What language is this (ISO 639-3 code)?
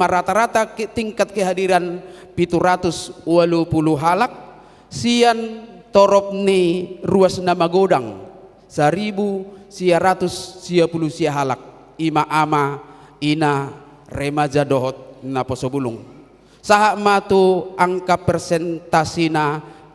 bbc